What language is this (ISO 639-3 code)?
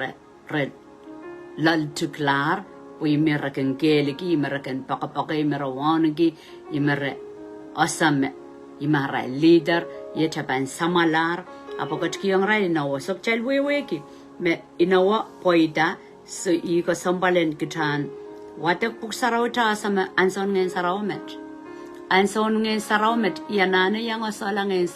pon